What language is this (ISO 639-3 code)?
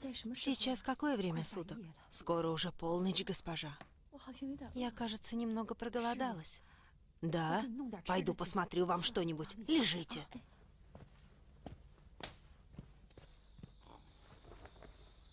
rus